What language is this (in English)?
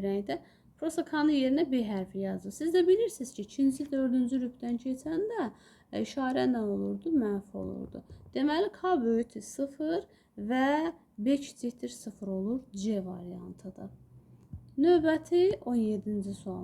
Azerbaijani